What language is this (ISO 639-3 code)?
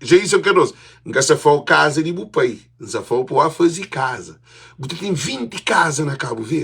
kea